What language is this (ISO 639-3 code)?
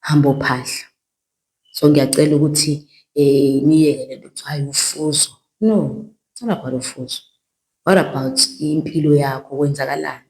zul